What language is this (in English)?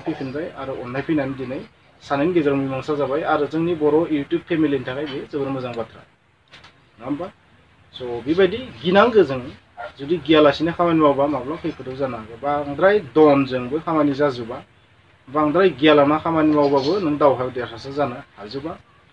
Bodo